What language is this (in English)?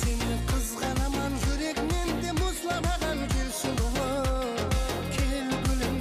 Kara-Kalpak